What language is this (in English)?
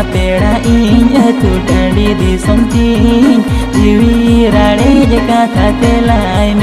Santali